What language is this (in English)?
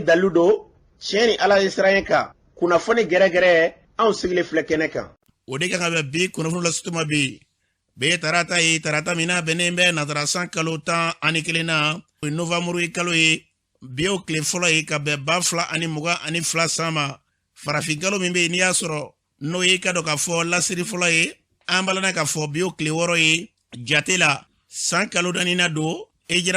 Bambara